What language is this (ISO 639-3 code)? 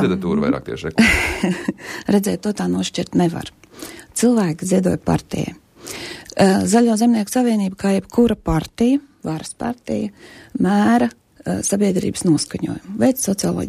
lav